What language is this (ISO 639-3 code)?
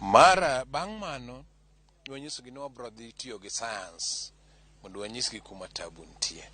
luo